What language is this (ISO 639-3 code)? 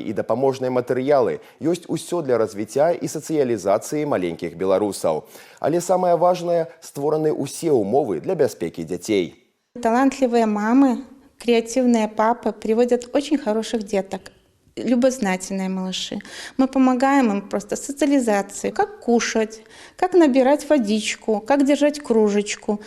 bel